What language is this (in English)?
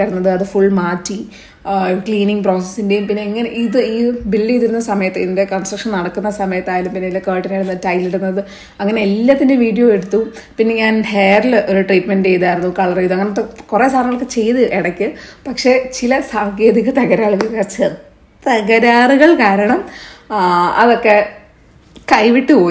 Malayalam